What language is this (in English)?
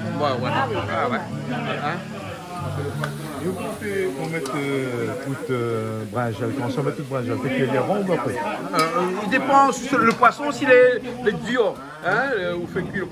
Réunion Creole French